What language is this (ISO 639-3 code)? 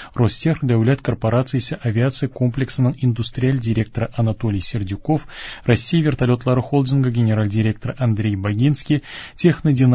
tat